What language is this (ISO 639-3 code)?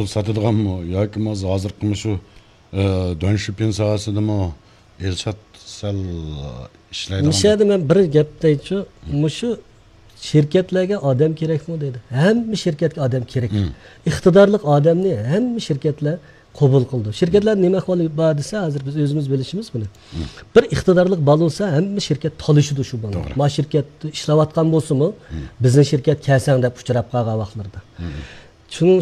uig